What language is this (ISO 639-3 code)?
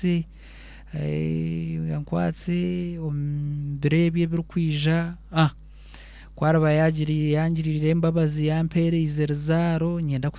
nyn